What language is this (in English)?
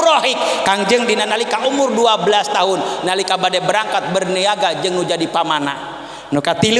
Sundanese